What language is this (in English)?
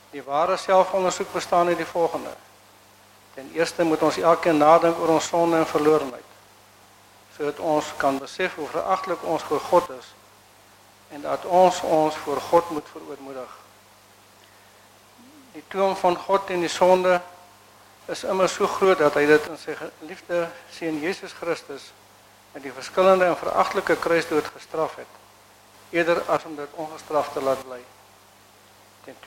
Afrikaans